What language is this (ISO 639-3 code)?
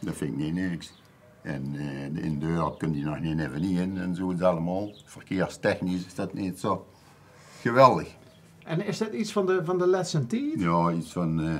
lim